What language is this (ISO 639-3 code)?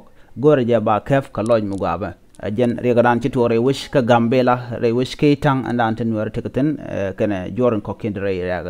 nus